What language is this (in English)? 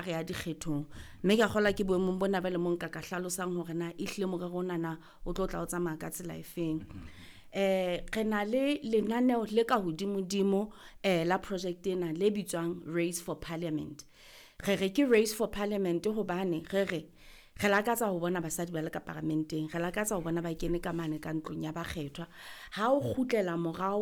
Southern Sotho